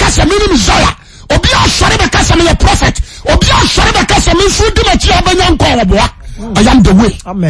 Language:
Akan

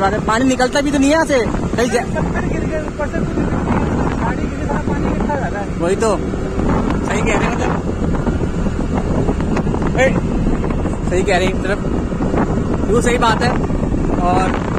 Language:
Hindi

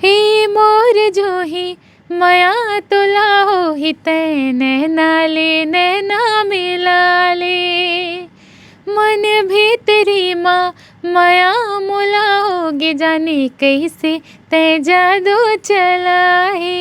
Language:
Chhattisgarhi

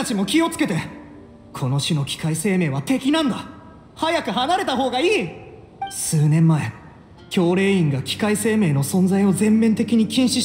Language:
Japanese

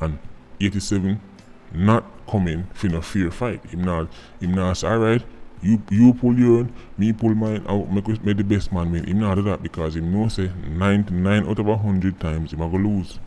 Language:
Jamaican Creole English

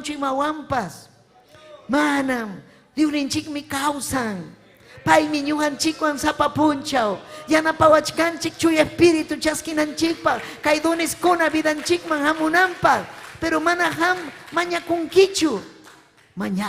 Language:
Ayacucho Quechua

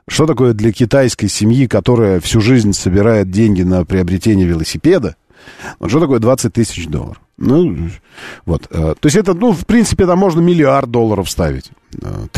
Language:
Russian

